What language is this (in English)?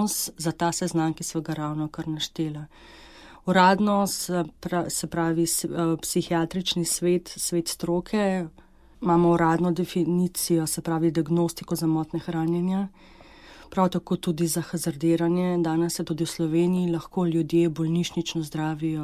Slovenian